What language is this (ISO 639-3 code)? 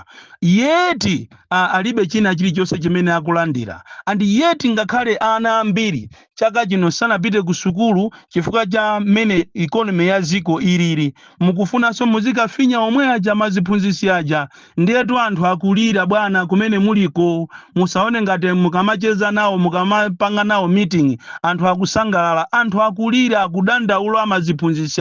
nya